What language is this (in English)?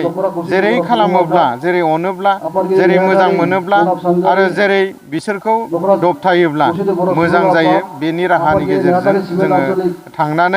Bodo